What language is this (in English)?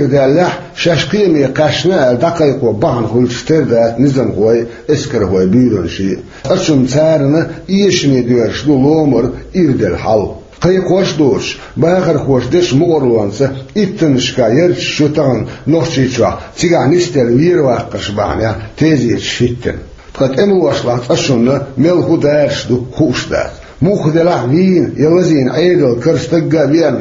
Chechen